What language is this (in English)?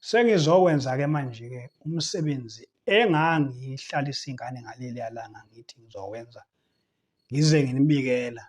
Zulu